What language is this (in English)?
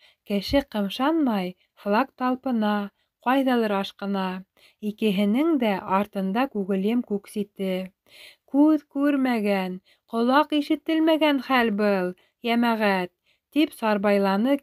Bashkir